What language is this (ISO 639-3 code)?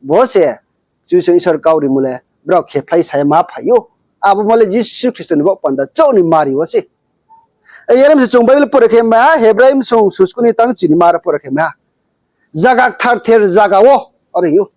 ria